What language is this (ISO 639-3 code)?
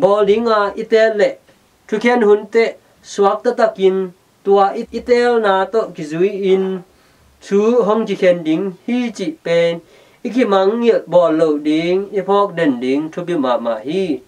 ctd